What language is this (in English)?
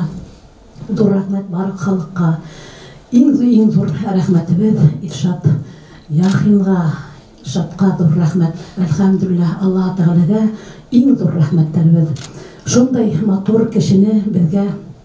Bashkir